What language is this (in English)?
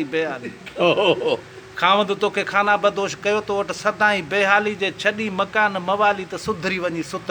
Sindhi